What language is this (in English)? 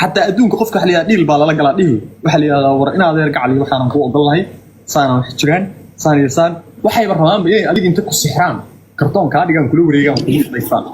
Somali